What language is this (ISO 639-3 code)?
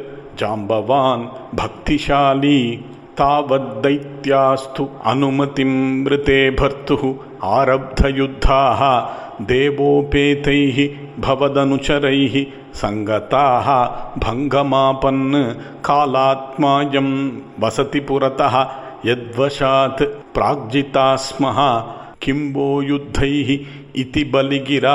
san